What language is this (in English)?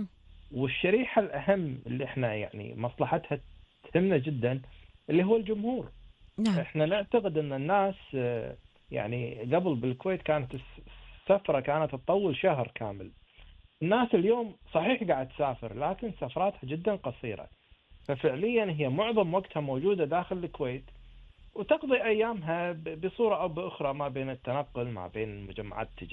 Gulf Arabic